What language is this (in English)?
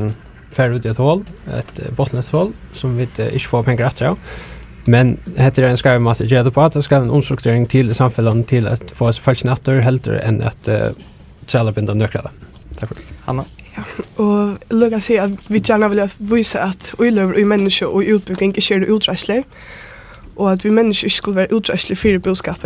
Faroese